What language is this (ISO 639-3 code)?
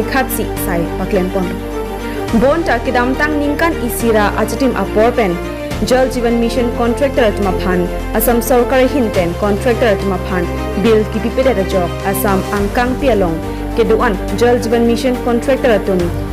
mjw